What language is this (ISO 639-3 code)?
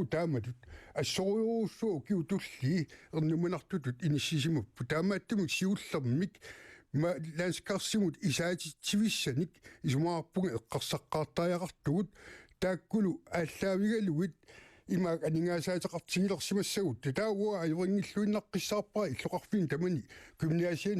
kal